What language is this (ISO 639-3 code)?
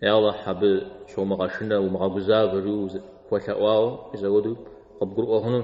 kbd